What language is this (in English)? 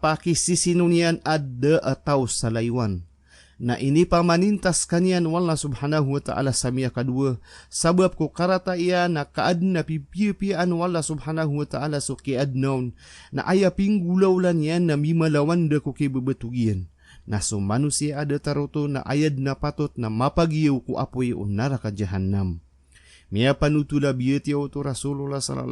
Maranao